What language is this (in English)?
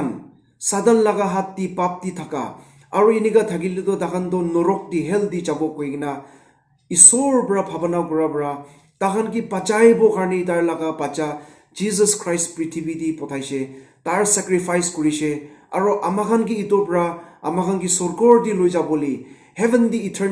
Naga Pidgin